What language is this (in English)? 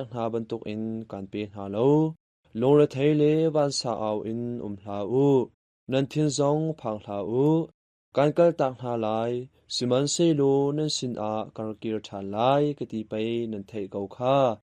Hakha Chin